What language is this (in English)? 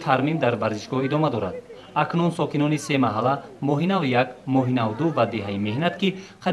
Tajik